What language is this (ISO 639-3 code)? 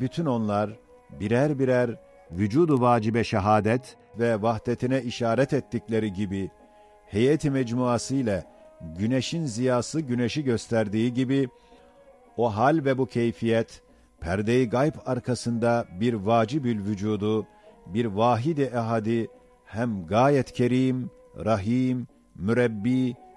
ota